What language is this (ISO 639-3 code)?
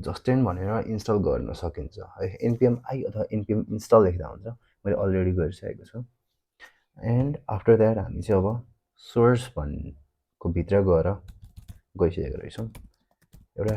nep